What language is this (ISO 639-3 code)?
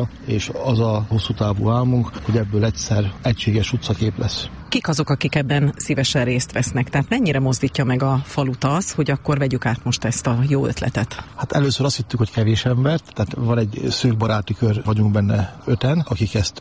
hun